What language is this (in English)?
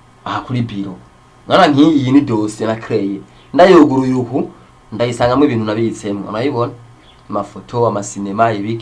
Rundi